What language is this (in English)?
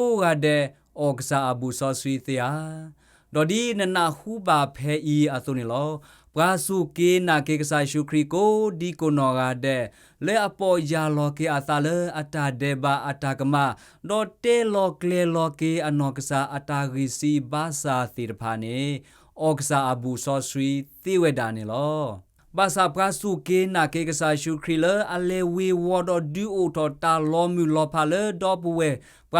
S'gaw Karen